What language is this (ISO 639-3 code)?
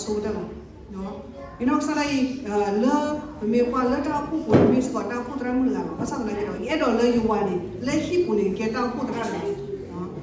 ksw